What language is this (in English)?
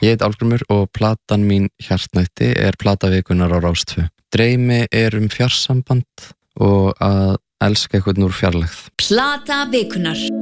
Icelandic